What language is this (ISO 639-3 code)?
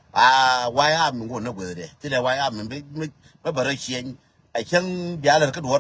nus